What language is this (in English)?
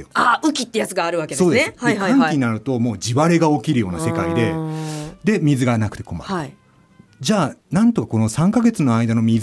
Japanese